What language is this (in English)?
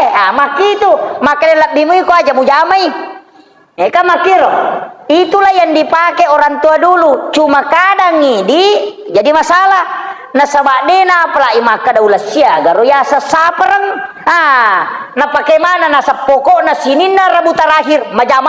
Buginese